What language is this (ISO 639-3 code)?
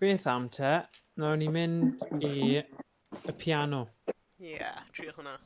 cym